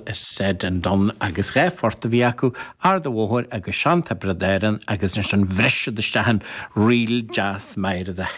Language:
Irish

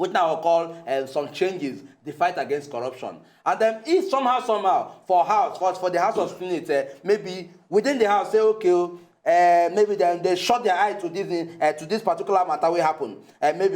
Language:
Nigerian Pidgin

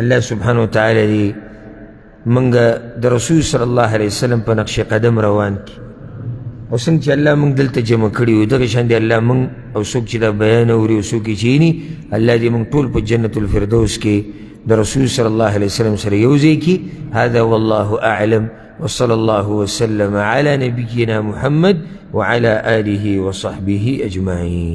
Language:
Pashto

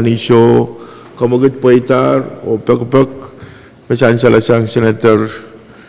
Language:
Pohnpeian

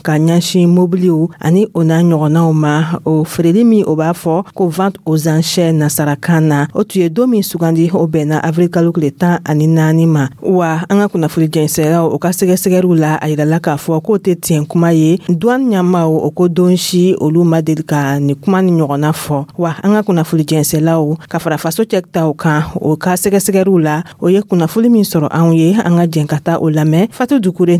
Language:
Dyula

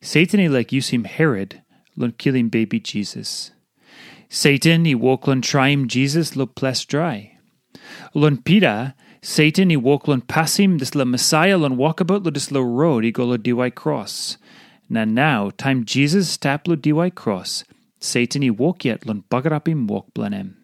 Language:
Tok Pisin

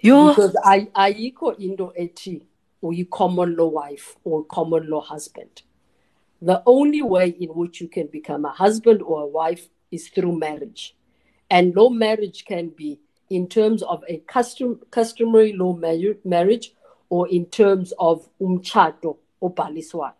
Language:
Xhosa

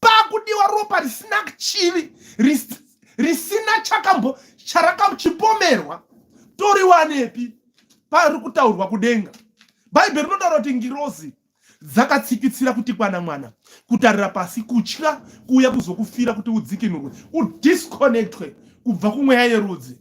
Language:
Shona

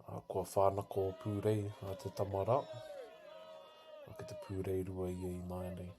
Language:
Māori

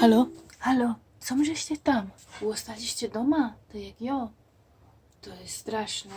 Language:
Silesian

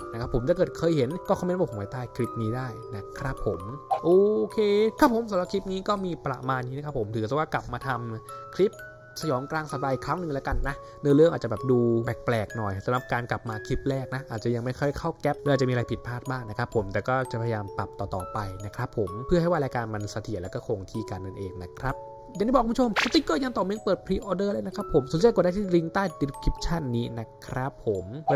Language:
Thai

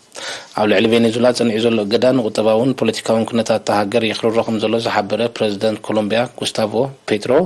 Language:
Tigrinya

